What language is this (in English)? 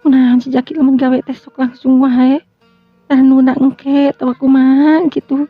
Sundanese